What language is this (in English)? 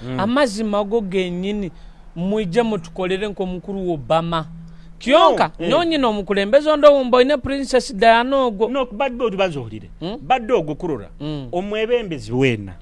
Nyoro